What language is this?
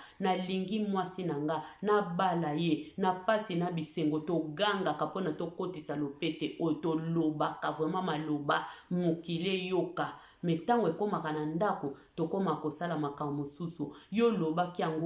Lingala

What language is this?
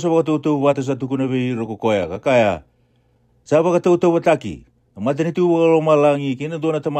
Fijian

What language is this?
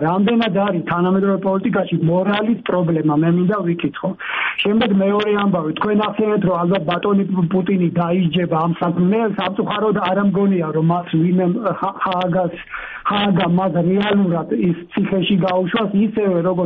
Georgian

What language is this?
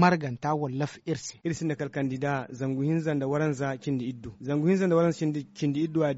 Zarma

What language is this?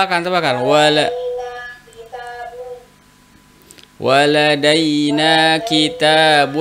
Indonesian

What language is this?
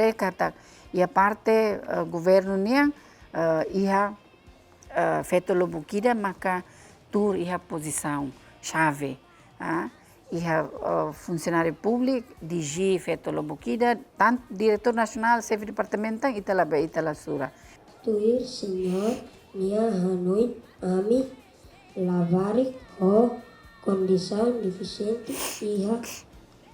Tetum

